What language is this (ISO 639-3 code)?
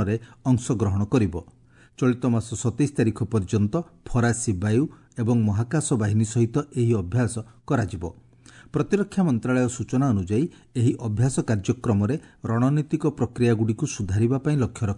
ori